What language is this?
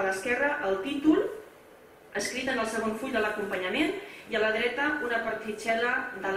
Catalan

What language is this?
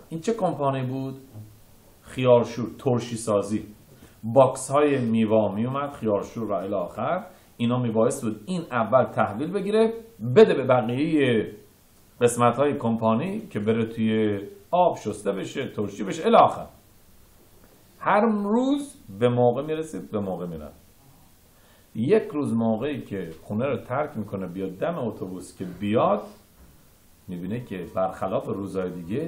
Persian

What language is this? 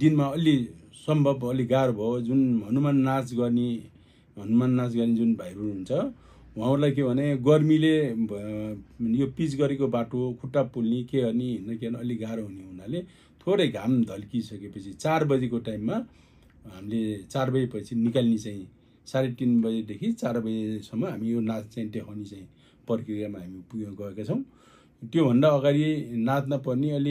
Nepali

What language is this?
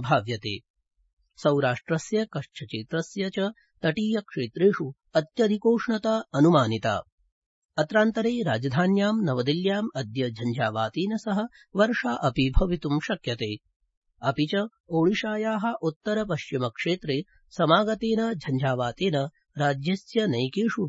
Sanskrit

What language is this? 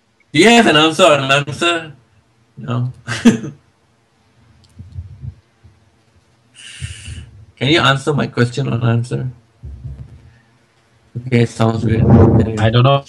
English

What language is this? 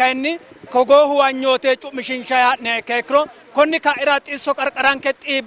Sidamo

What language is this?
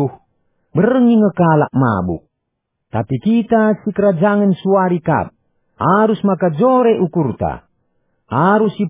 Batak Karo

